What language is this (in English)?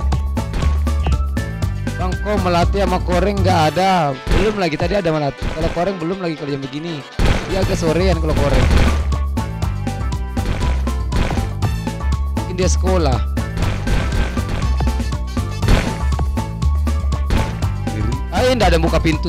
Indonesian